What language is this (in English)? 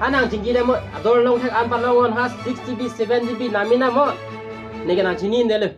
Karbi